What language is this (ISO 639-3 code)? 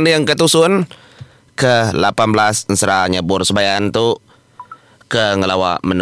iba